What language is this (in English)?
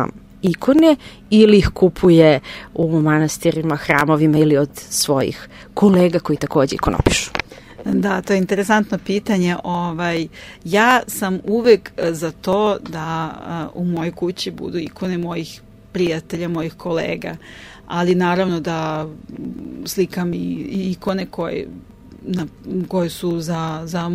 Serbian